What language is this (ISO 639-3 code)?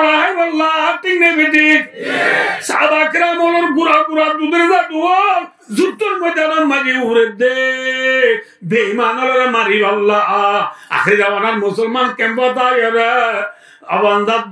rhg